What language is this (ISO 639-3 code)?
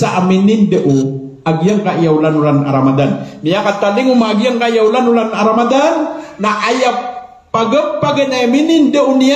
mrw